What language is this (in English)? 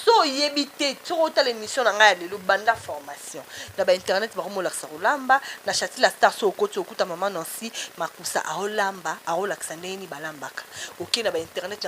Lingala